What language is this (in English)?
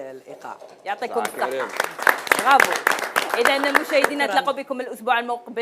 Algerian Arabic